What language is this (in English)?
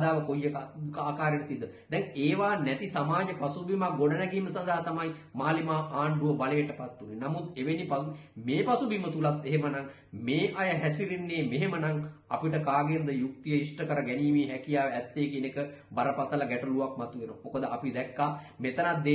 Sinhala